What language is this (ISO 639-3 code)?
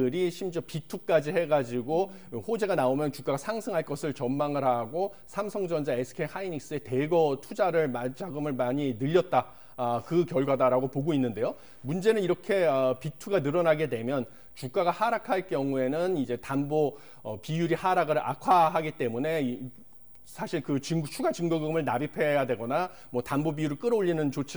kor